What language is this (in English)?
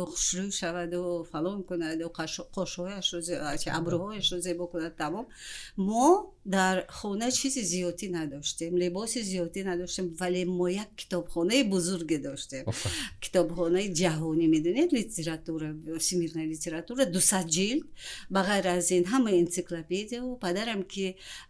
Tajik